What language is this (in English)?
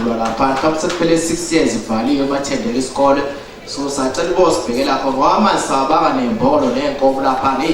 Zulu